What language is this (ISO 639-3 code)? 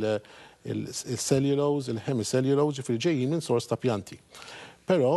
mlt